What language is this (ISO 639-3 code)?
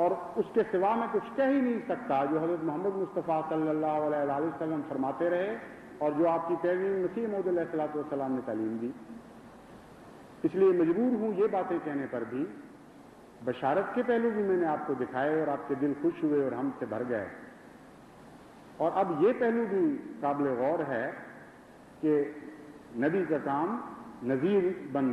urd